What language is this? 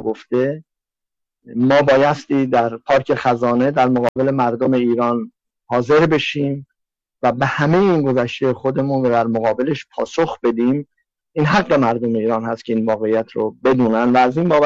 Persian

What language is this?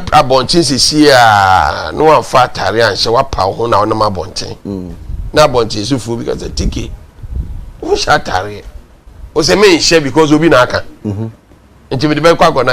Akan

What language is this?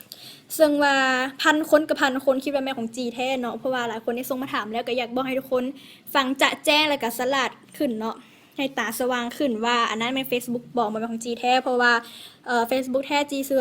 Lao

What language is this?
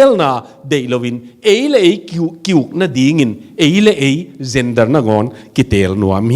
Tedim Chin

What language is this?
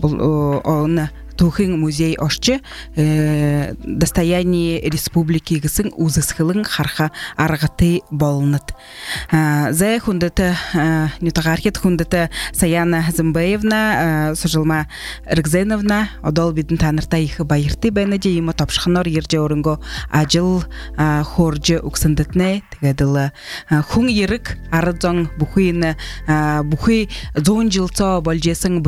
Buriat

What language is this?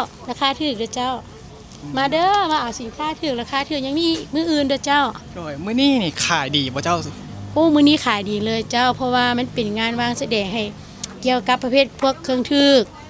Lao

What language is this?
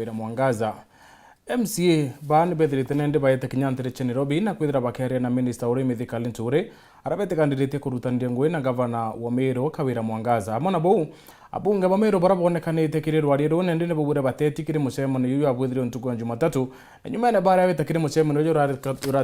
Meru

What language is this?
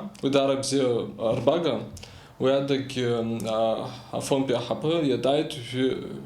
Abkhazian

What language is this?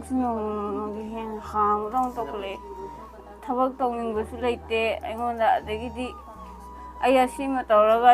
Manipuri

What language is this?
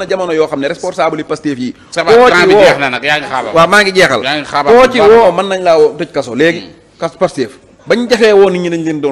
Wolof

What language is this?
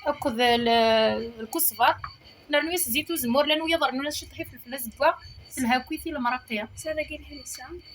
Kabyle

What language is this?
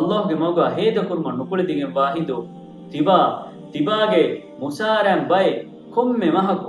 Divehi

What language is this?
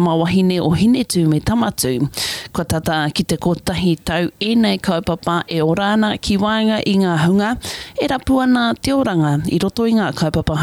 Māori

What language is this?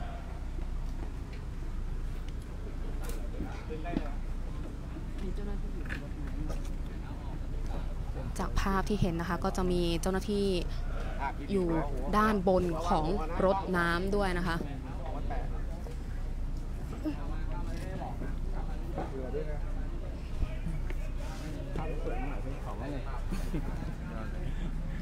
Thai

